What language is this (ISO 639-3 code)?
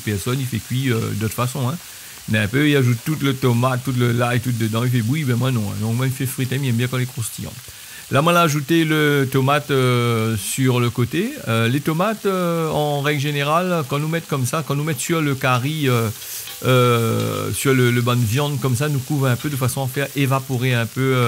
rcf